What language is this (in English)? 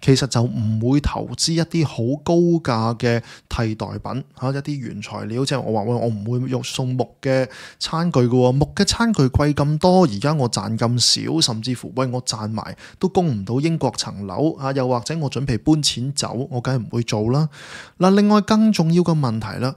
Cantonese